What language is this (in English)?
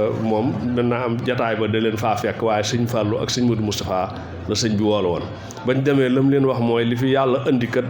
Wolof